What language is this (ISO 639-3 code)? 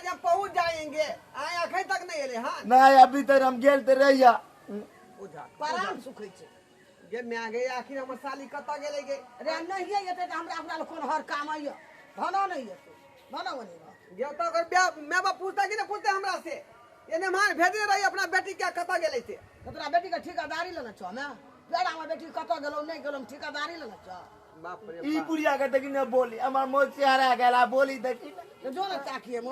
mai